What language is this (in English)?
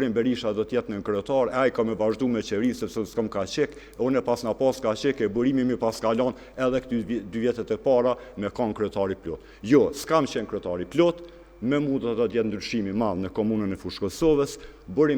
Albanian